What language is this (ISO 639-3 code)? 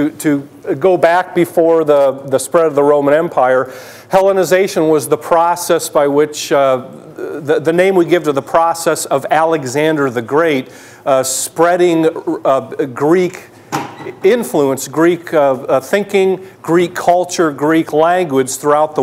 eng